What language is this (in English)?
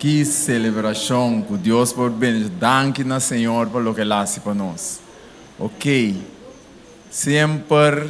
Papiamento